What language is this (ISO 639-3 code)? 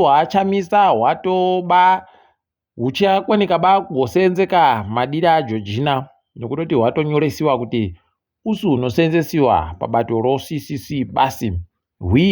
ndc